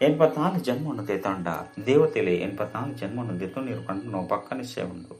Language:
Tulu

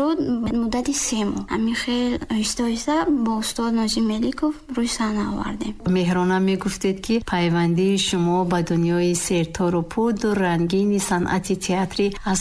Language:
Tajik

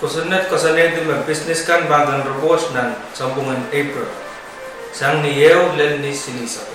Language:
Pohnpeian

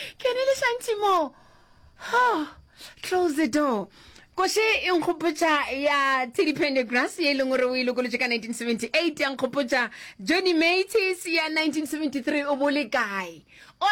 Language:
Northern Sotho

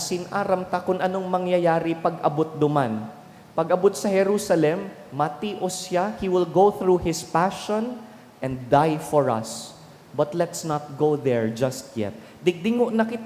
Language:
Bikol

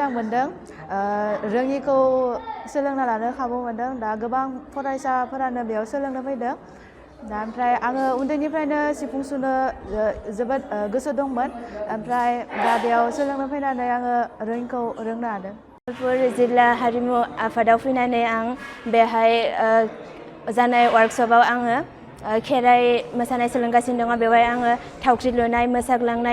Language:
Bodo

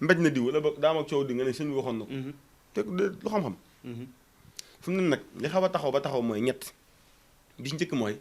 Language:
Wolof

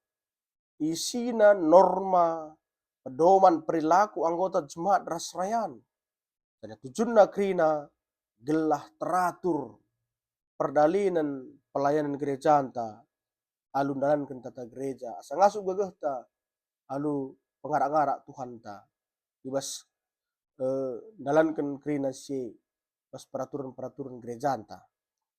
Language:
Batak Karo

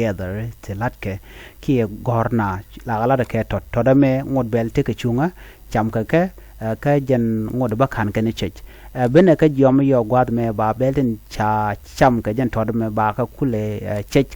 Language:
Nuer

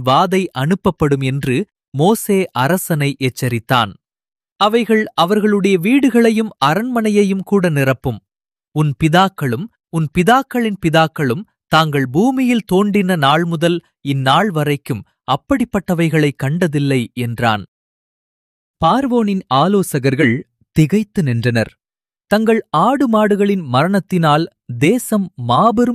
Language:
Tamil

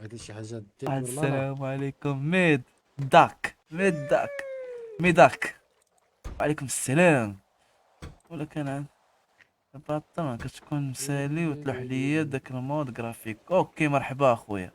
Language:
Moroccan Arabic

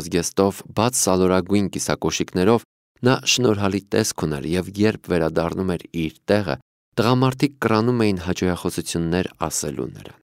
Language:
Armenian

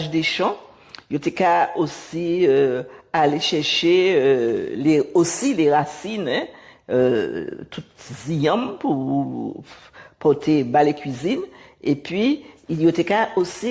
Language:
Guadeloupean Creole French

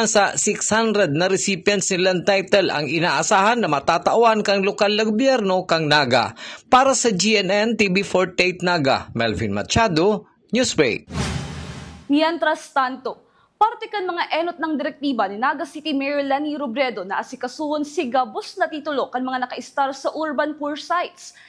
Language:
Bikol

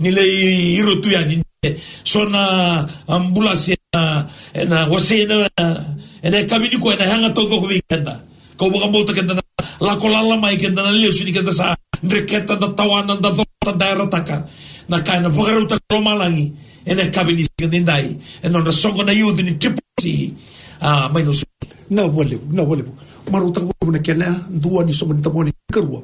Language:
Fijian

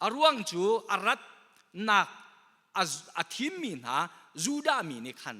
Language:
Hakha Chin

